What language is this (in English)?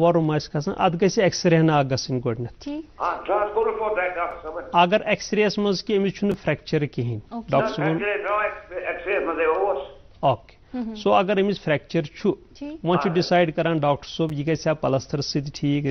Kashmiri